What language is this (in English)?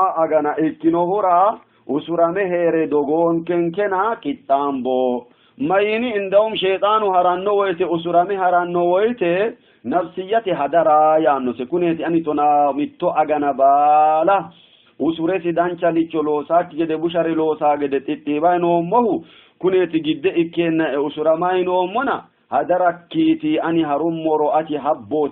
Sidamo